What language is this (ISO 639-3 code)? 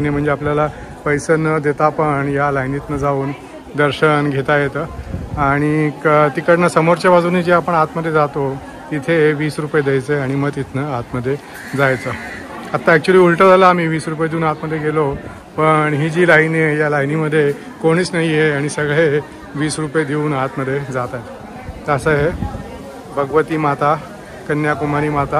mar